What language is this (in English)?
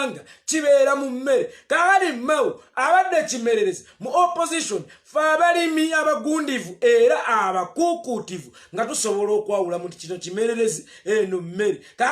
Ganda